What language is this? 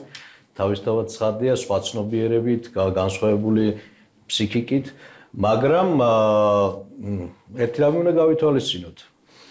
Georgian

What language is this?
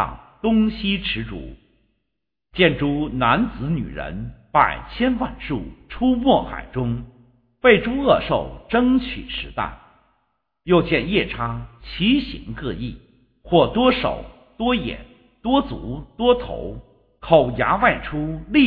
Chinese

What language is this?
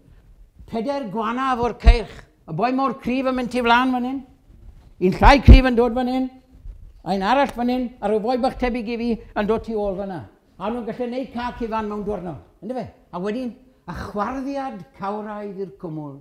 Welsh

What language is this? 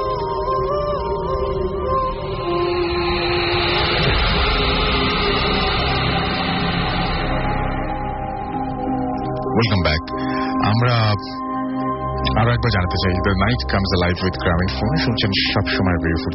Bangla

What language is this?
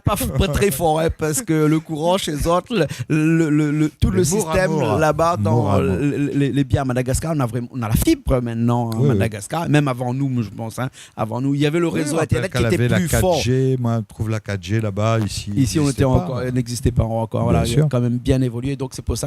Réunion Creole French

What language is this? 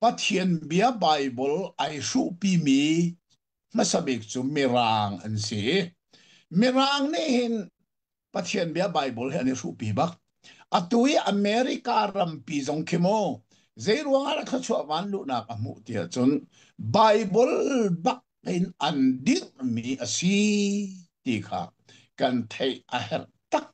Hakha Chin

